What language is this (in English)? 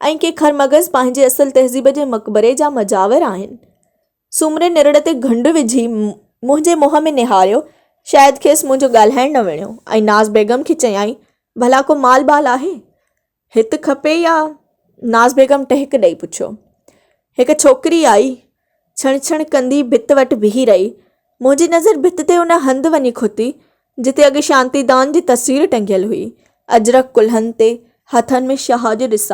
Sindhi